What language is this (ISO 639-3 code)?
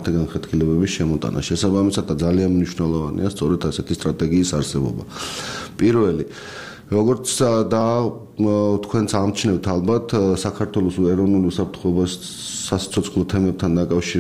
kat